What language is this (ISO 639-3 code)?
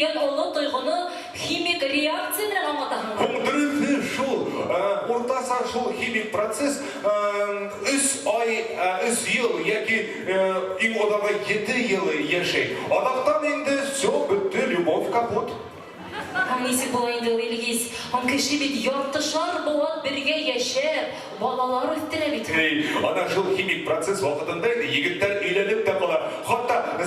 bak